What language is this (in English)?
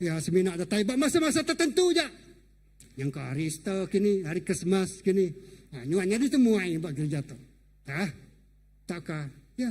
Iban